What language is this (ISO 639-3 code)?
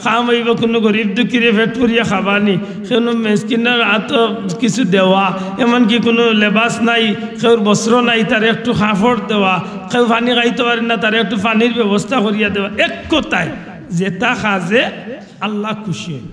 syl